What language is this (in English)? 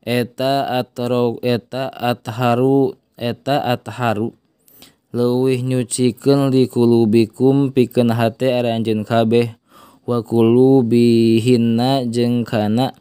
Sundanese